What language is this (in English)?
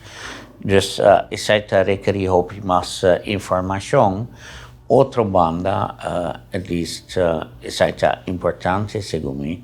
Papiamento